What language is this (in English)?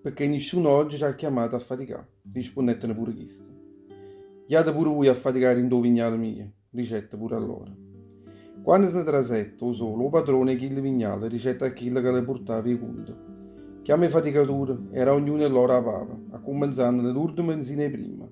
Neapolitan